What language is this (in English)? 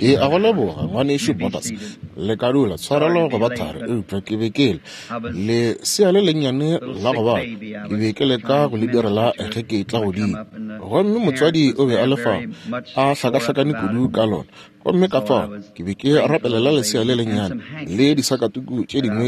Northern Sotho